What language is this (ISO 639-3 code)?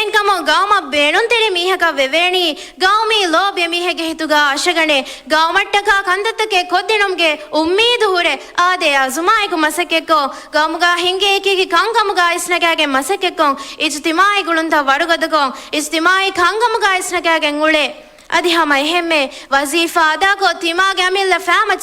div